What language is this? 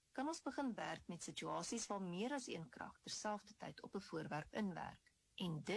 Afrikaans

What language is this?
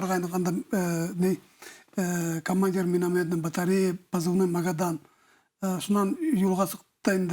Bashkir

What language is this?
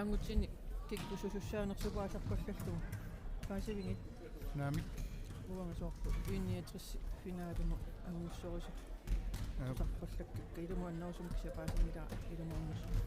Kalaallisut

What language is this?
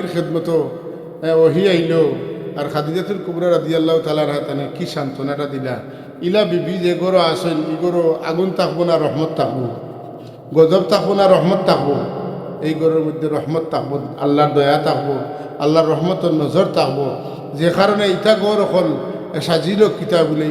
Sylheti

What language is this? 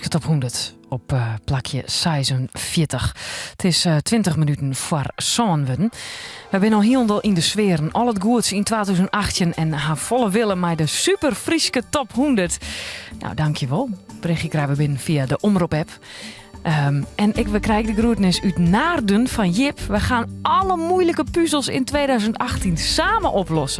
Western Frisian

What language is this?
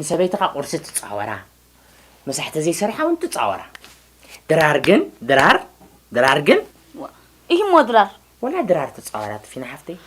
Tigrinya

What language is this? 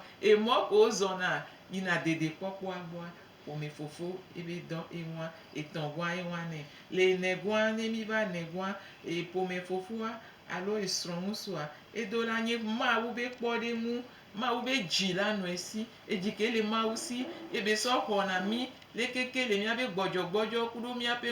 Gen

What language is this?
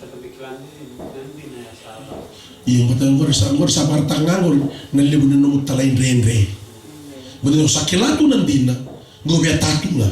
Fijian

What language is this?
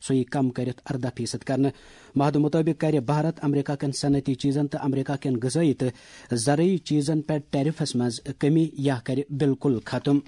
Kashmiri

